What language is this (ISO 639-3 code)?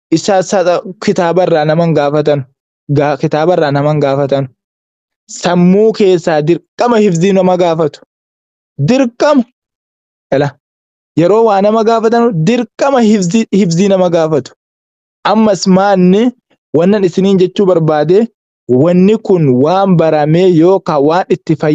orm